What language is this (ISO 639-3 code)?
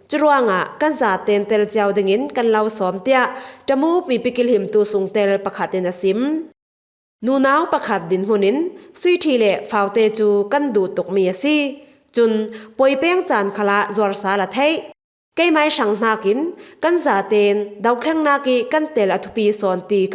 cfm